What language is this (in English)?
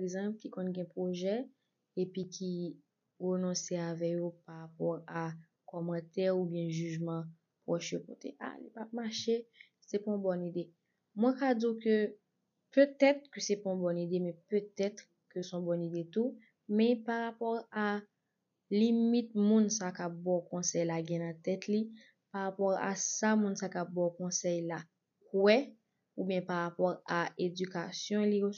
Haitian Creole